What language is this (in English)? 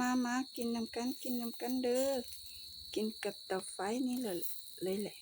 Northeastern Thai